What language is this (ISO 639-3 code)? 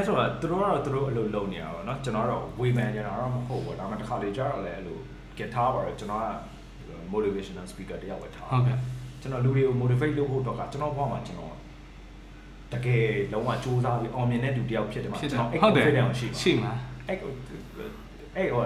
mya